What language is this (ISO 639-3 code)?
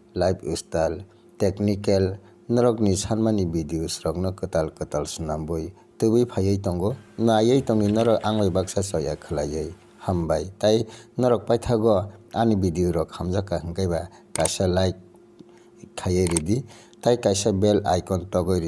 trp